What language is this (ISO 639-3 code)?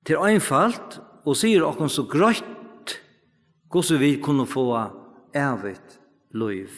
fao